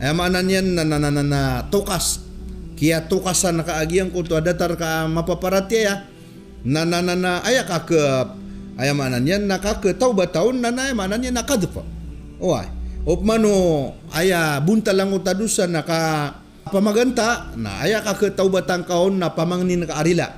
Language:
Maranao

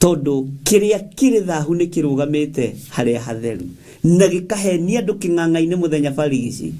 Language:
Kikuyu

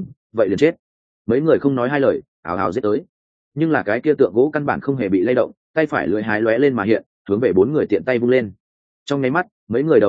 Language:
Vietnamese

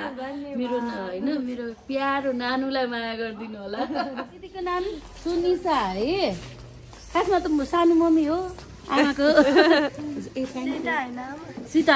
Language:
Nepali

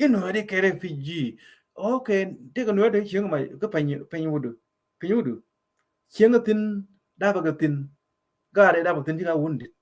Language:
Nuer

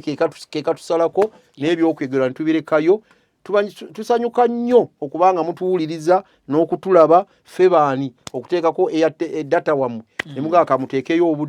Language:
Ganda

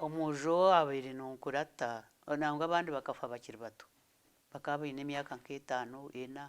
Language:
Nyankole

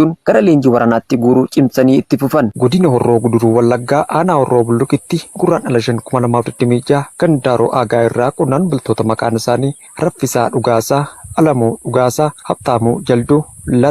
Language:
Oromo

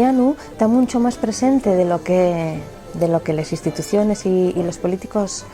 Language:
Asturian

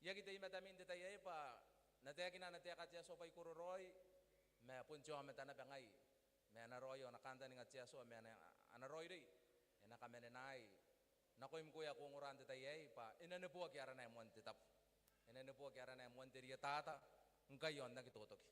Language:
Gilbertese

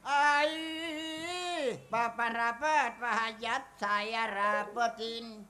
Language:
Betawi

